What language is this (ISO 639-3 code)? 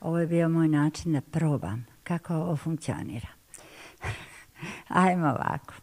bos